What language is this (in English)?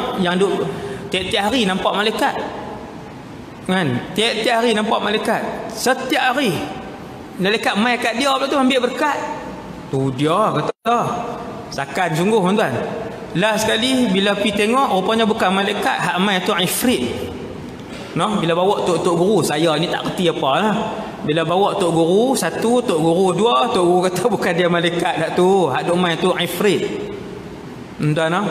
Malay